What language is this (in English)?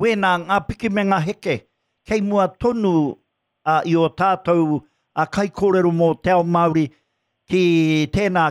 Māori